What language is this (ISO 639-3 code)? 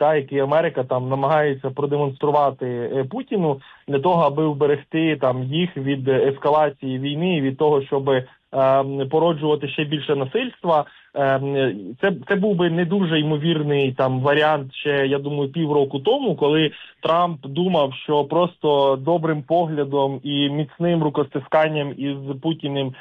ukr